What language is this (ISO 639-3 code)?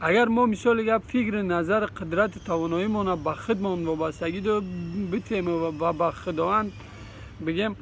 fas